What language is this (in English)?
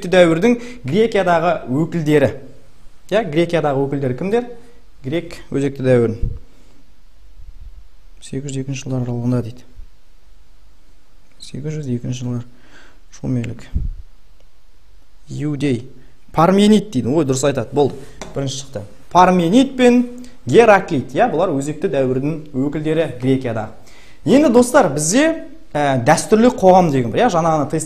Kazakh